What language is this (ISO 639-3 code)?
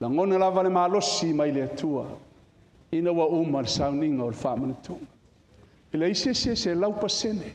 smo